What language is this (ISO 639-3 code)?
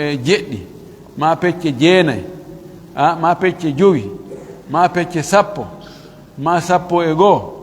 fuf